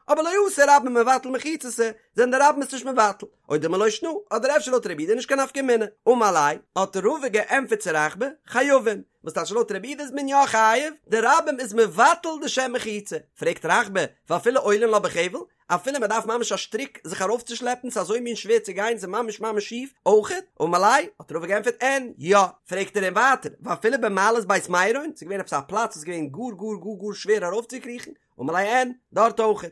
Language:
Yiddish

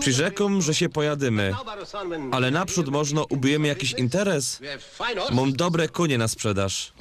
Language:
Silesian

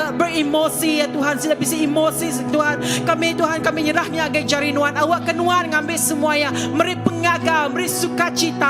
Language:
Iban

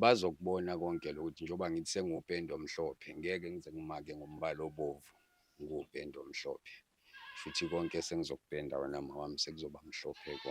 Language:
Zulu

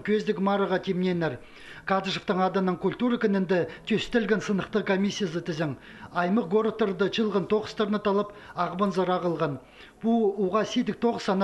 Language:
Khakas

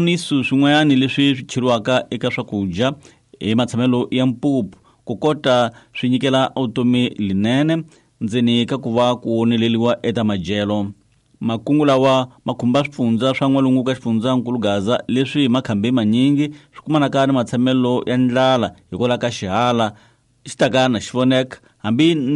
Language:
Tsonga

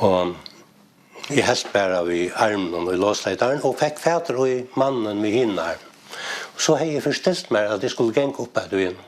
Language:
Faroese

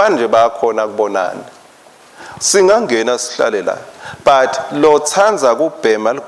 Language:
Swati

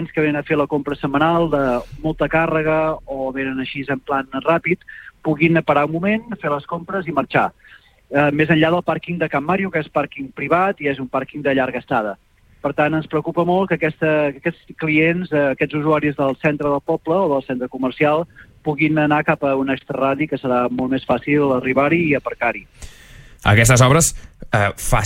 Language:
Catalan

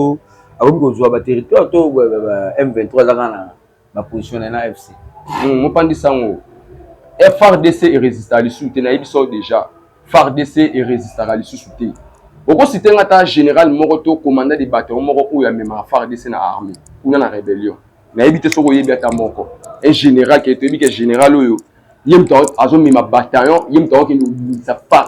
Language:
Lingala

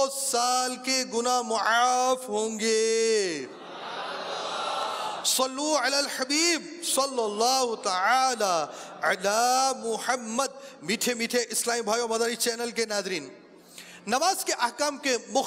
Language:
Urdu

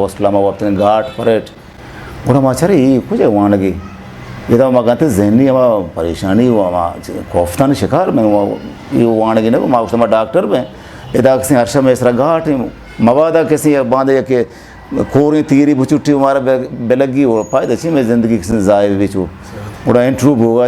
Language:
Eastern Balochi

